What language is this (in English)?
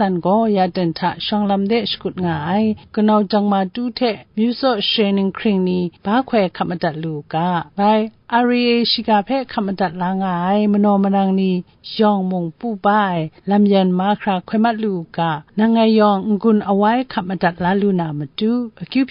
Kachin